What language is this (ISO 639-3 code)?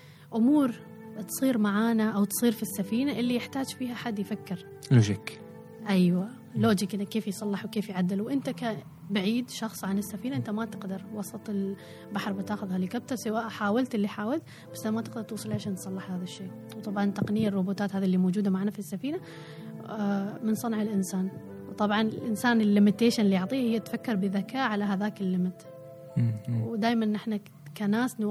afb